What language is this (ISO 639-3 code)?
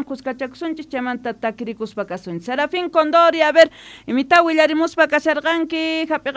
quh